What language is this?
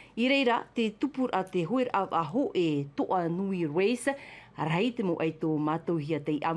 Tahitian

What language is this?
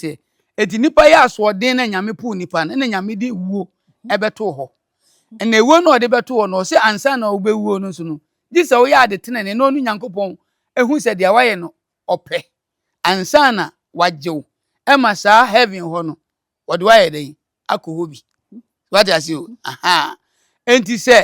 Akan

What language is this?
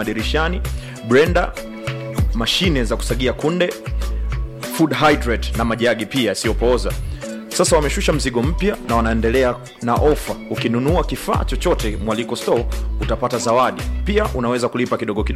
Swahili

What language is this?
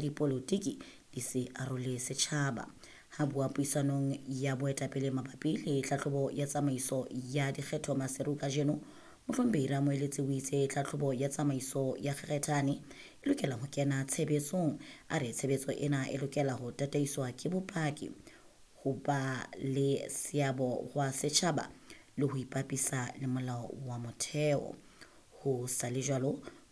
Southern Sotho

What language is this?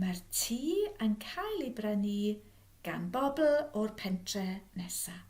Welsh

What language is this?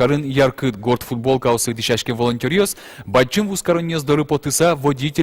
Udmurt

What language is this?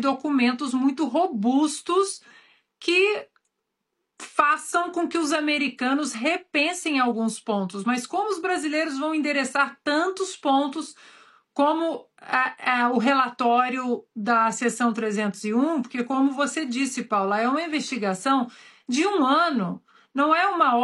Portuguese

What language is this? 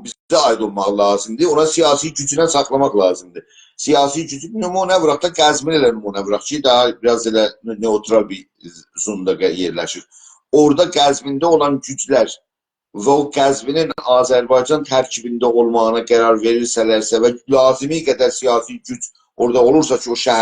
South Azerbaijani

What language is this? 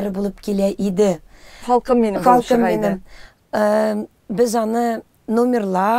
Tatar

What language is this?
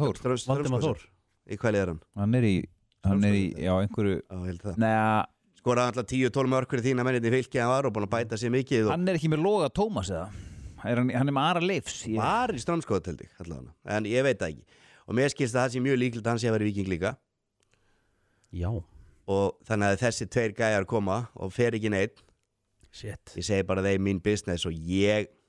Icelandic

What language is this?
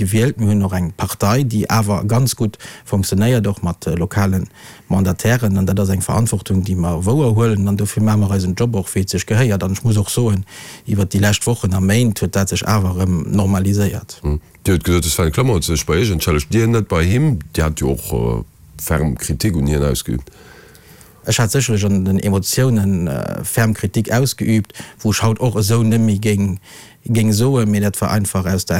Luxembourgish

